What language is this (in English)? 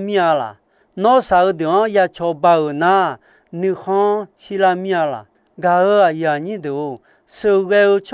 Akha